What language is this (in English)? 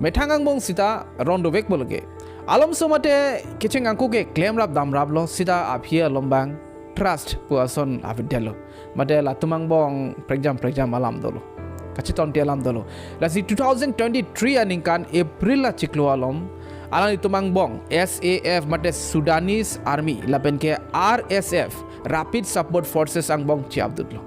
Karbi